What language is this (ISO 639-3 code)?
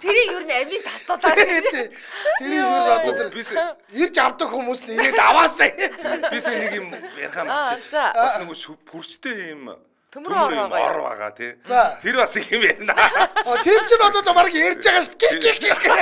mon